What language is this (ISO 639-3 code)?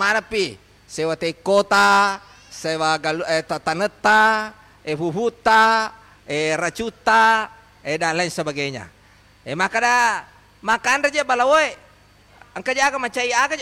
bug